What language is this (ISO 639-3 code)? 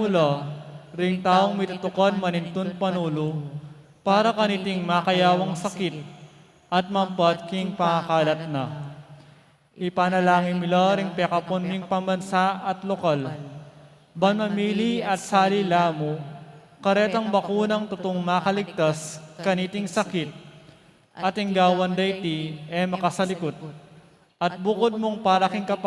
pam